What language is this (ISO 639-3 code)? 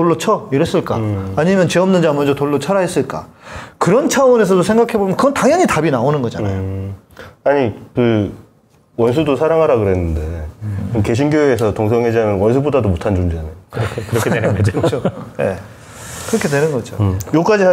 kor